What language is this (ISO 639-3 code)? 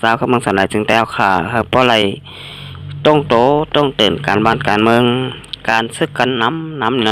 shn